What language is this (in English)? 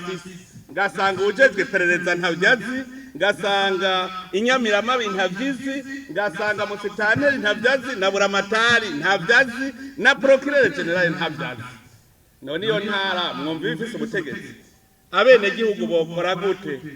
Rundi